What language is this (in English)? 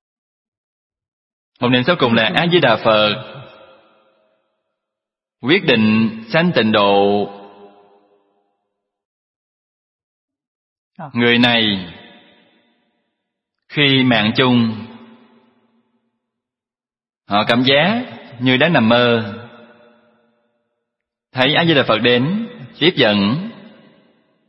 Vietnamese